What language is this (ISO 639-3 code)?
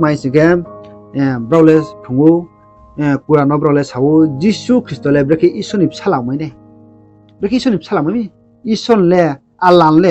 ria